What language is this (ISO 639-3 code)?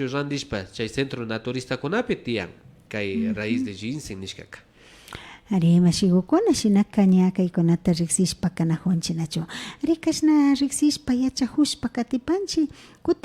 qvi